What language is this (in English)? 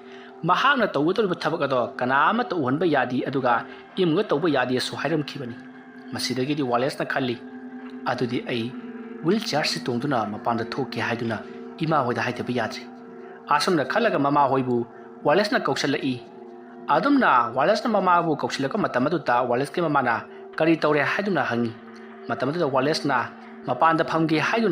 Manipuri